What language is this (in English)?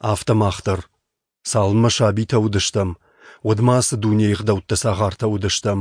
Ossetic